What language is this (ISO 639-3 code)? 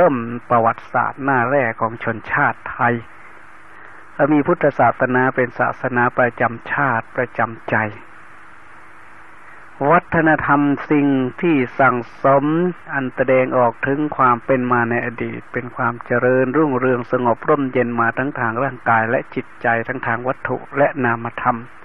tha